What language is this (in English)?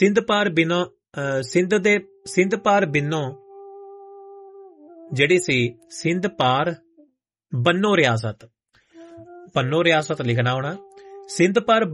Punjabi